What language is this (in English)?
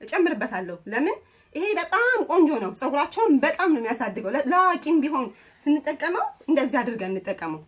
Amharic